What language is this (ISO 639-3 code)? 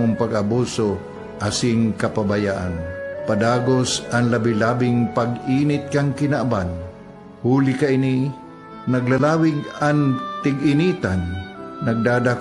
bik